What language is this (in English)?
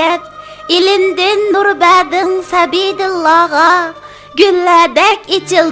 Uyghur